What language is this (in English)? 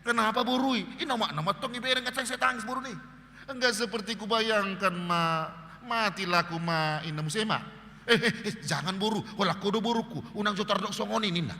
Batak Toba